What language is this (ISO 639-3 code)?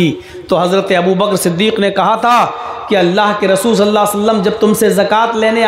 hin